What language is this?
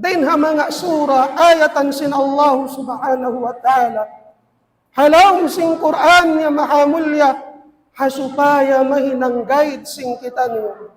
Tausug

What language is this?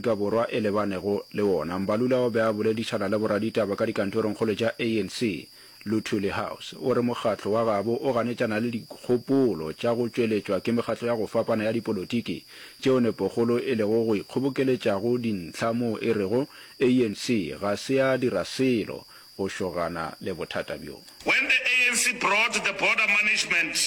Northern Sotho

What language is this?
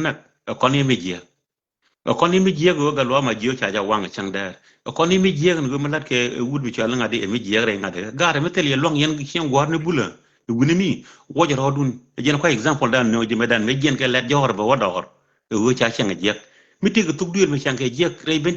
Nuer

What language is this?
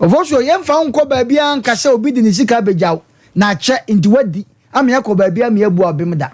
Akan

